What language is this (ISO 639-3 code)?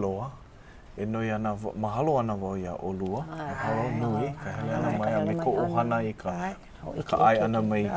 haw